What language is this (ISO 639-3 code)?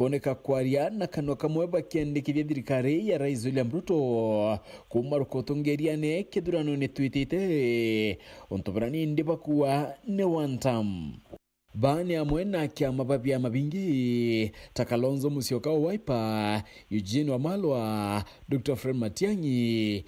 mer